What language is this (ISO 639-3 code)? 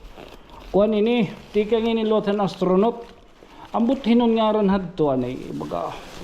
war